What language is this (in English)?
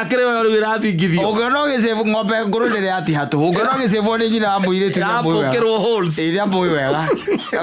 Kikuyu